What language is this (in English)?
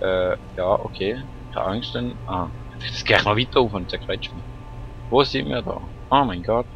Swiss German